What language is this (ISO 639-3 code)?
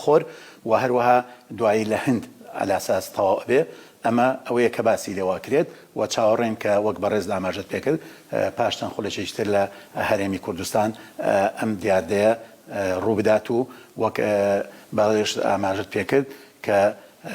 ckb